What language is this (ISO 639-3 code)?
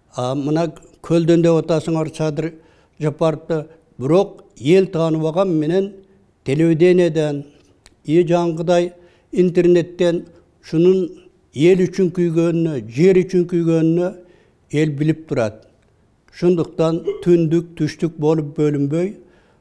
kir